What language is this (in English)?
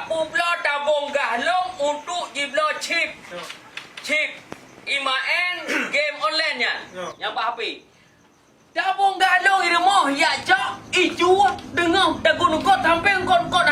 Achinese